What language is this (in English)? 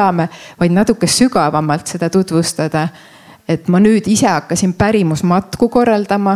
Estonian